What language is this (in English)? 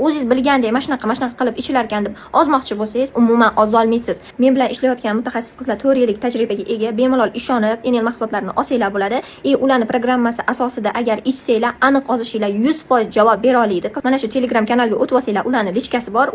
Uzbek